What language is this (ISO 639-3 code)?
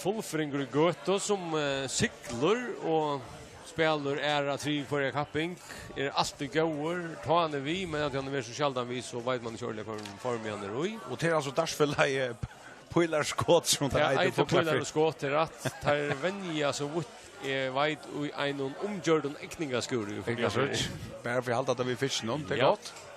fao